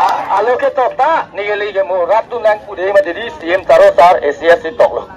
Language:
Karbi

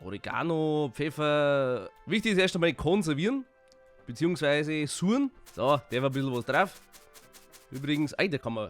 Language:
Bavarian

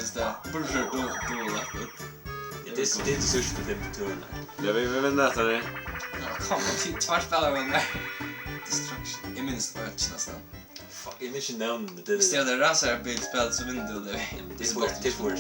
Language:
Faroese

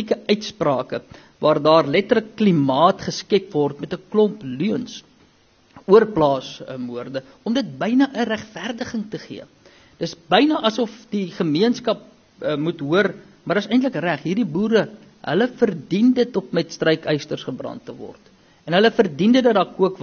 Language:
Afrikaans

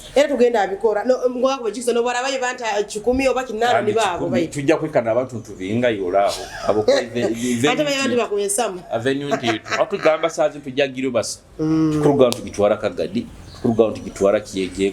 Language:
Nyoro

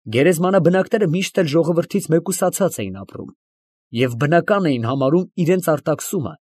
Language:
Armenian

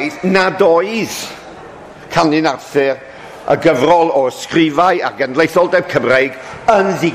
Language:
Welsh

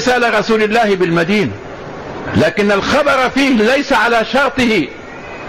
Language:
Arabic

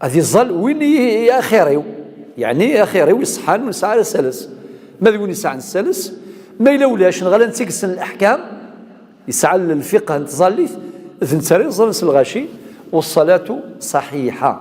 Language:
Kabyle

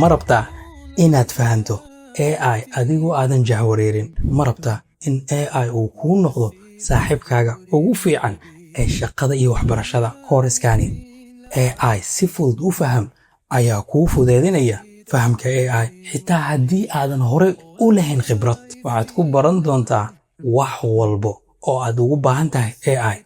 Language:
Somali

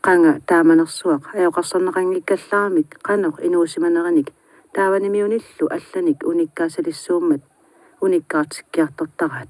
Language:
Kalaallisut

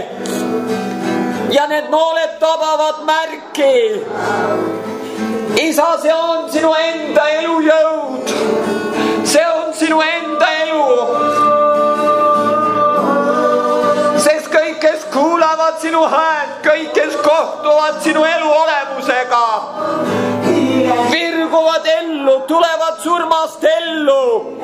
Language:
Estonian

